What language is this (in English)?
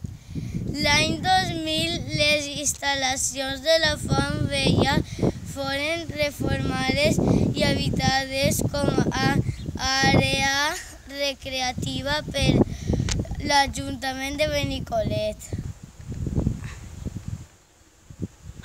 Catalan